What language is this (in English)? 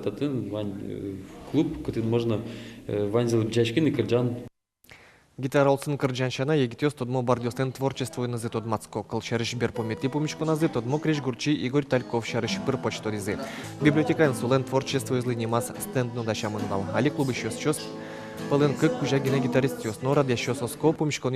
Udmurt